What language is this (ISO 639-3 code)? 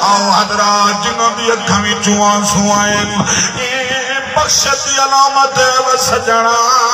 skr